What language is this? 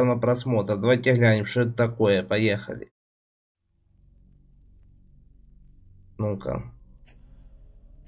Russian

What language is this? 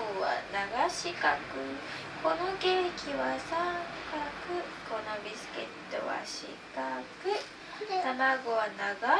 Japanese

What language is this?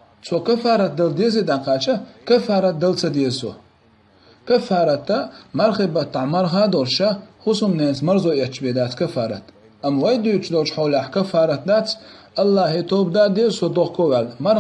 Chechen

